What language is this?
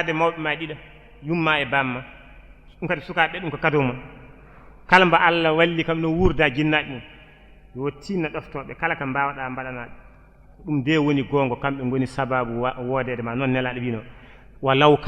Fula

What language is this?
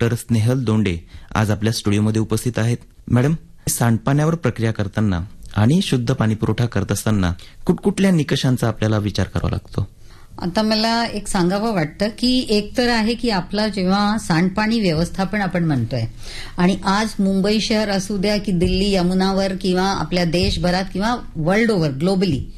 Marathi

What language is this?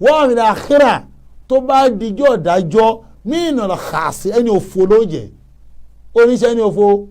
Yoruba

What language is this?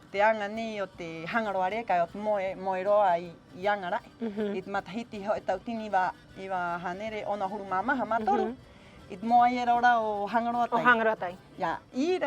Rapanui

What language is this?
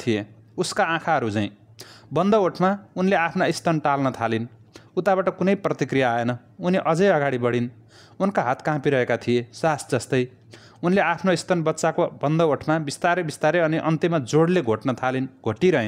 Nepali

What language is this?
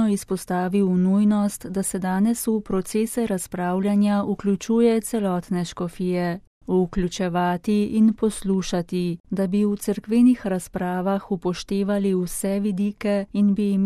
Slovenian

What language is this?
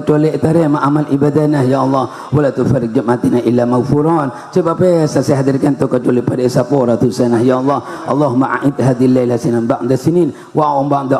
Madurese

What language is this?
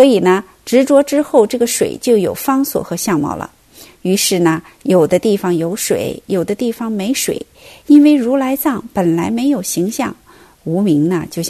Chinese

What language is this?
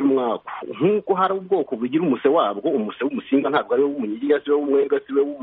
Kinyarwanda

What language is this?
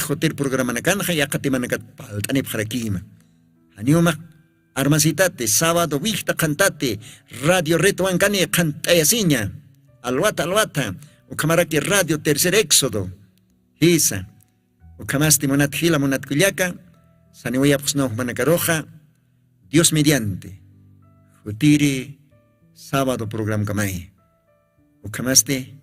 Aymara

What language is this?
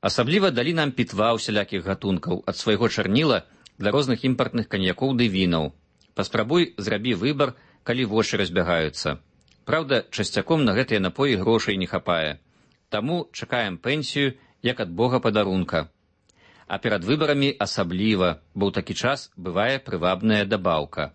Belarusian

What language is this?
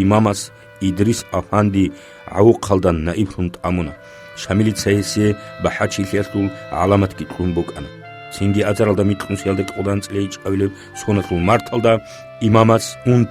Avaric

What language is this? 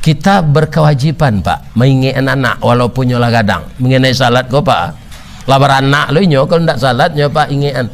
Minangkabau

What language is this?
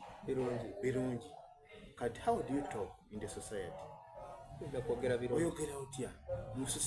Soga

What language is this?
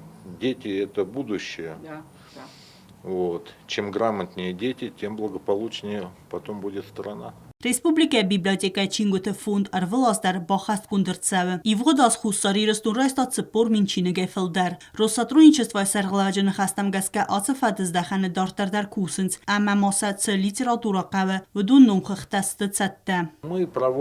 Ossetic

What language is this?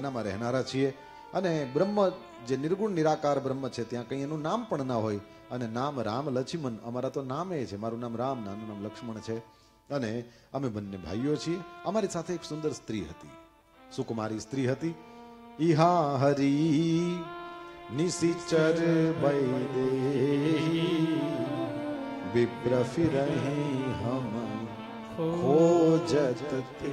Gujarati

